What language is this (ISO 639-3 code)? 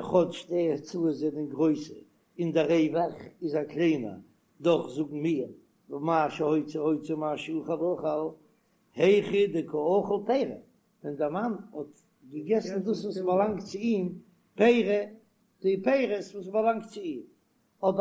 yid